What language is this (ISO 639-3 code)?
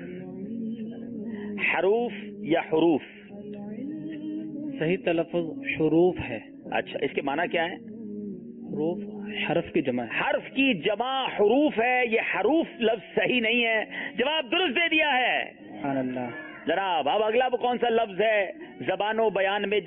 urd